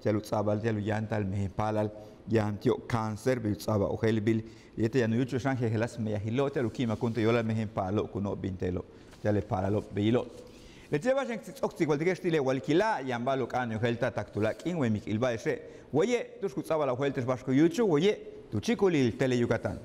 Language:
Yucateco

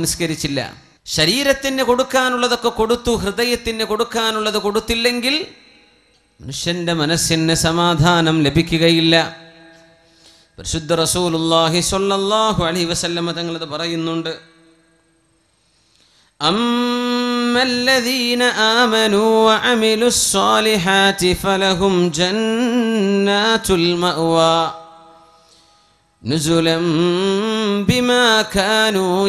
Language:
Malayalam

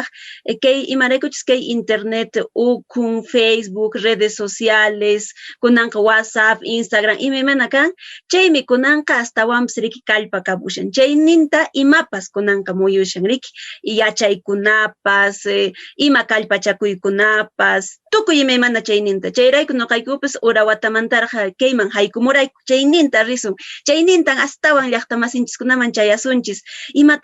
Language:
Quechua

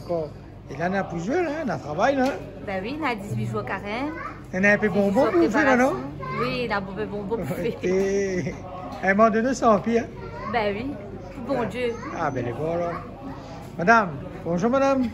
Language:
Réunion Creole French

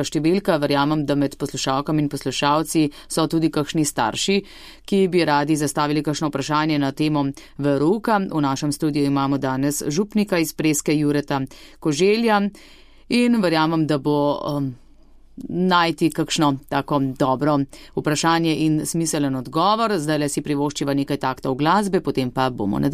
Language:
Slovenian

